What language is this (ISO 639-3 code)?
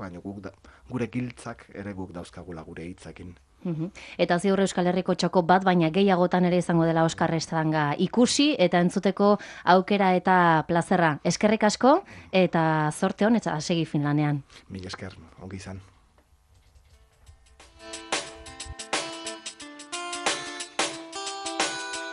eus